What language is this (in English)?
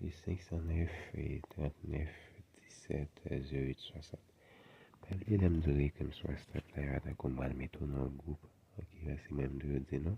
Haitian Creole